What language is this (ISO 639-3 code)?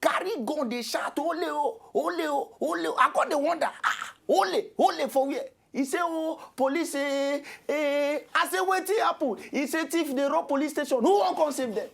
pcm